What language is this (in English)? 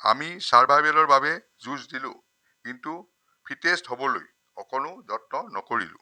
Assamese